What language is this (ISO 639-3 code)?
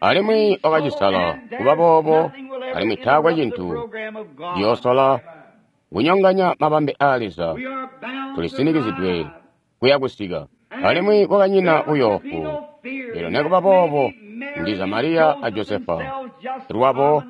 toi